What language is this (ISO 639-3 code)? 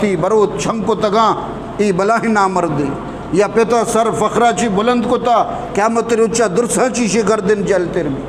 bgp